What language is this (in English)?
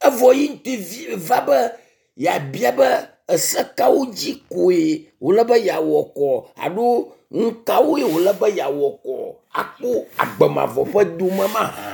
Ewe